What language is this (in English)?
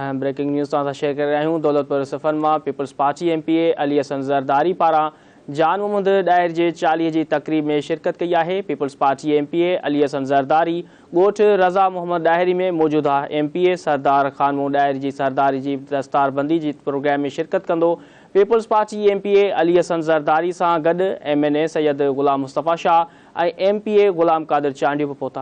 Sindhi